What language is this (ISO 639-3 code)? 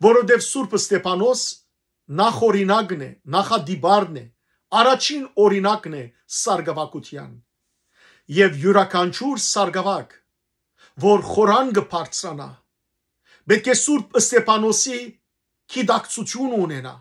hyw